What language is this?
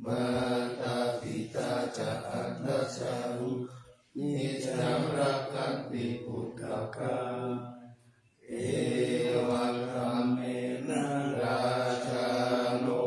Pali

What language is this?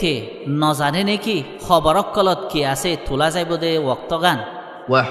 Rohingya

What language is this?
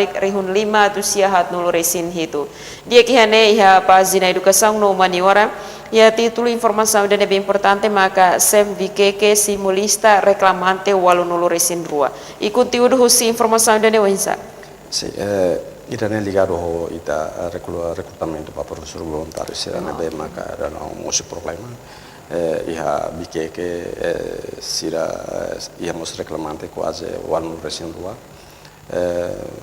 Tetum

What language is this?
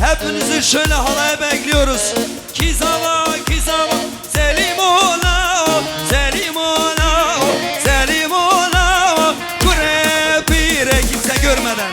Kurdish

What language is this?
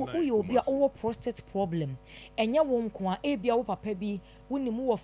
Akan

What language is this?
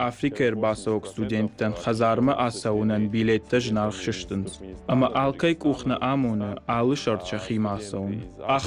Ossetic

